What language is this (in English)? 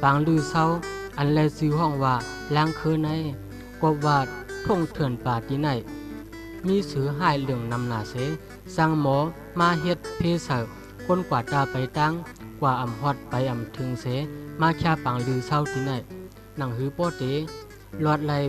Shan